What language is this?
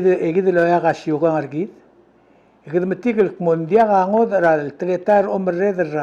Palauan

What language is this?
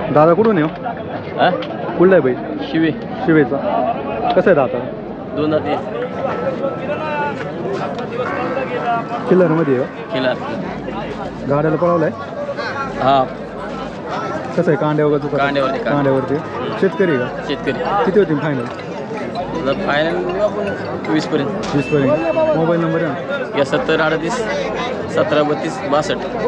Marathi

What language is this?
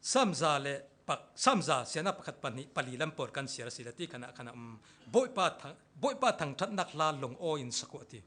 Falam Chin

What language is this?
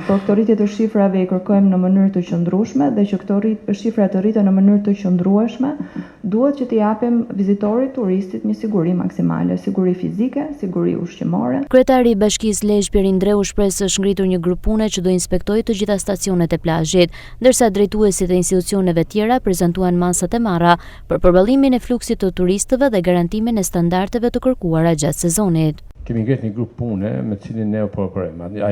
Albanian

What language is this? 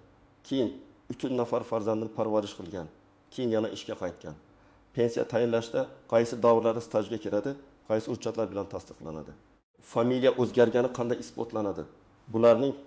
Uzbek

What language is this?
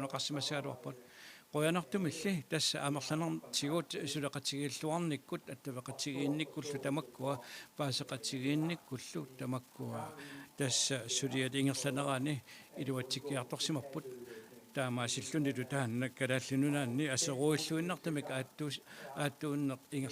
Kalaallisut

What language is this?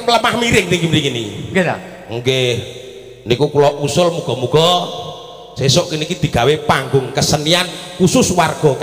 Javanese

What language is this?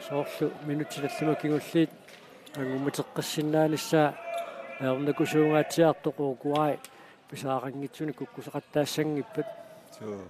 Kalaallisut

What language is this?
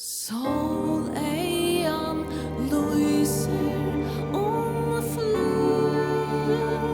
Faroese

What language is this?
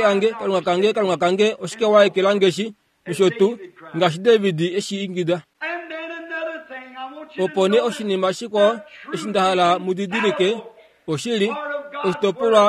Kuanyama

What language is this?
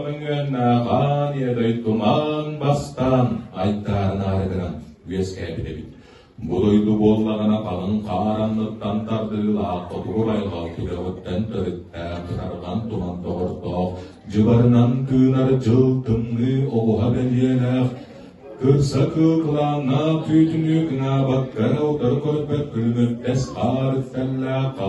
Yakut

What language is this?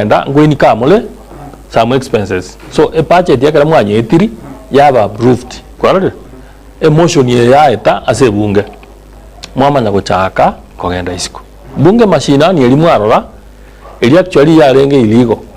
Gusii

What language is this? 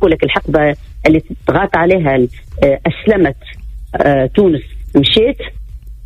Tunisian Arabic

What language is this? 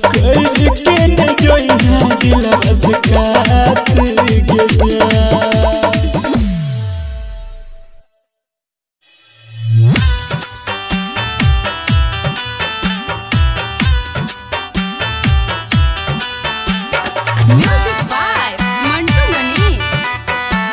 Bhojpuri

